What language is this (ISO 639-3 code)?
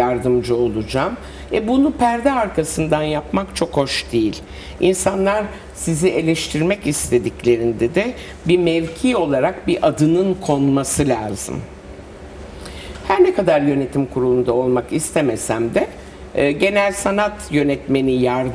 tur